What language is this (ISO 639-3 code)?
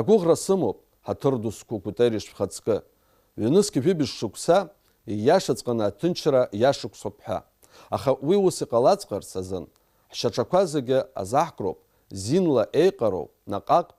abk